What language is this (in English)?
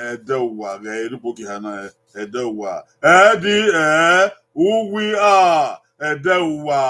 Bini